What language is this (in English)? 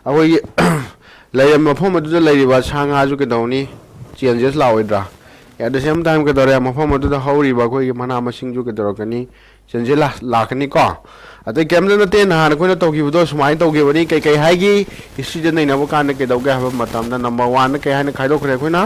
Manipuri